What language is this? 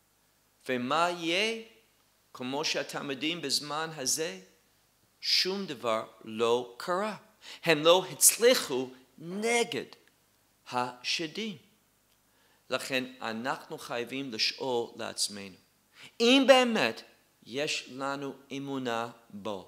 Hebrew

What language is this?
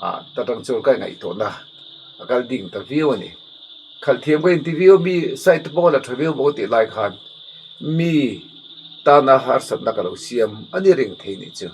Mizo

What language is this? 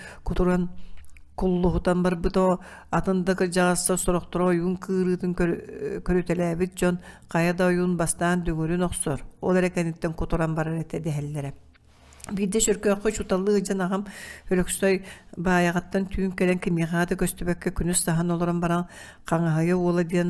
Yakut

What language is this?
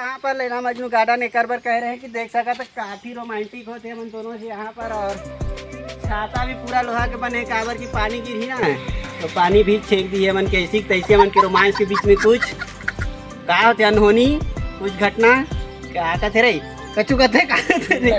Chhattisgarhi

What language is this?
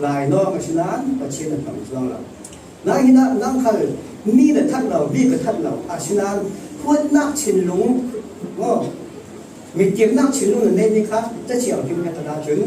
Falam Chin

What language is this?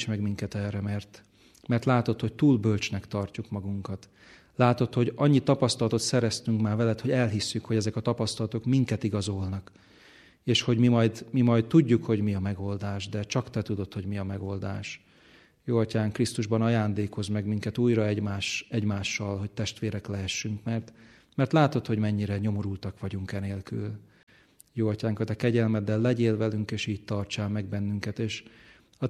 Hungarian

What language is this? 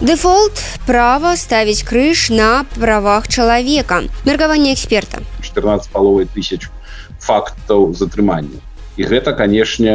Belarusian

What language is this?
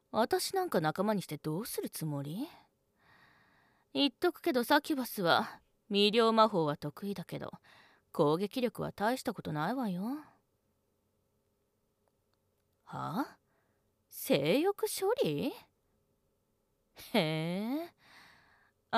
Japanese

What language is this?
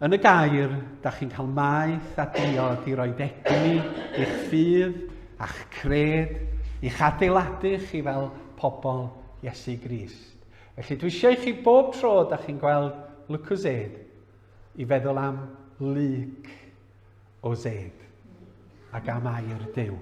Welsh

